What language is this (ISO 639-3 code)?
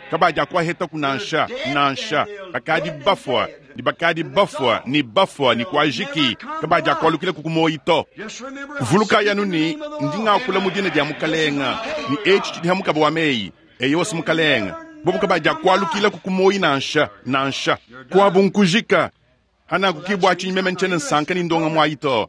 lua